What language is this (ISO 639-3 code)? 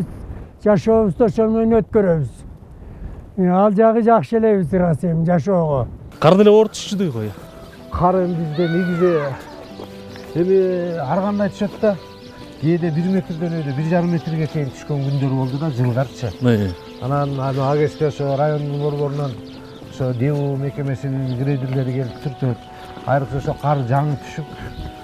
kir